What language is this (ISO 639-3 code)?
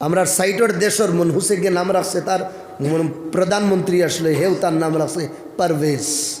syl